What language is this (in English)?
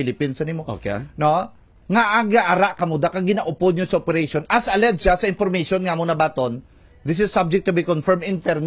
Hiligaynon